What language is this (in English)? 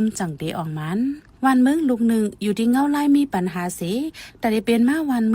Shan